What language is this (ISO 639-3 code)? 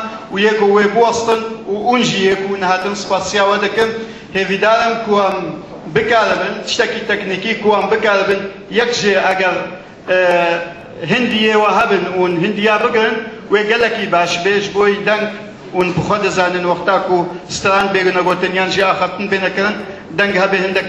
kur